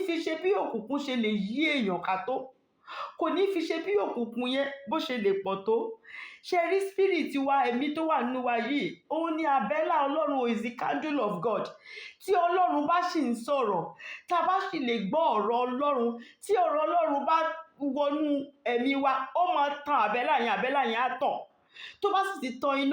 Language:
Yoruba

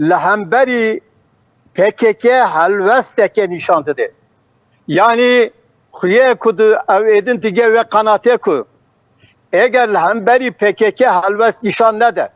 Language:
Kurdish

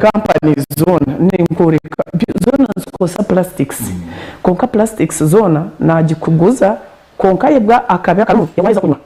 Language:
Nyankole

